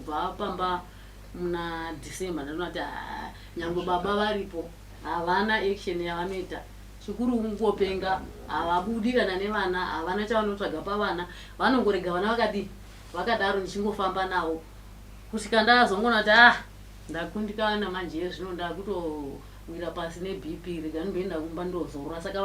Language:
Shona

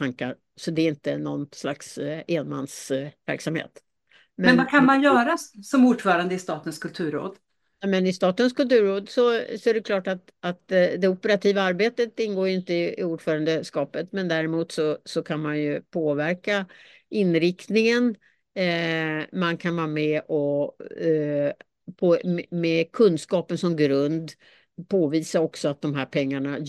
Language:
Swedish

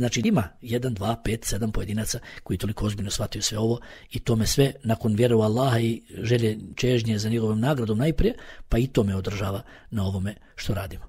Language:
Bosnian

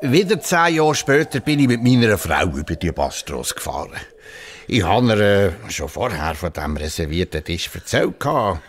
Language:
Swiss German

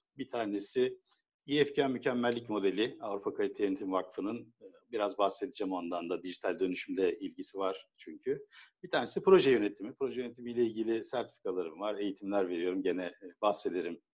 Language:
Turkish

